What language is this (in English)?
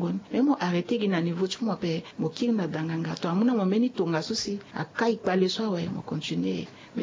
Sango